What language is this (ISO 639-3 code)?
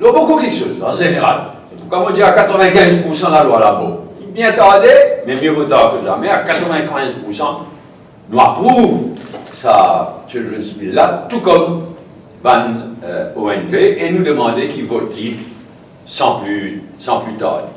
mfe